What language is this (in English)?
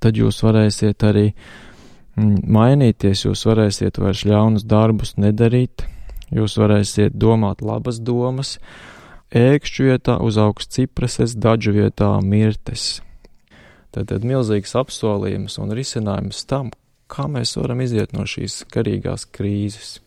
Latvian